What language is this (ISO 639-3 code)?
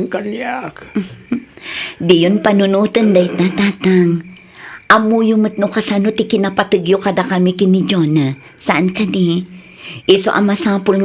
ilo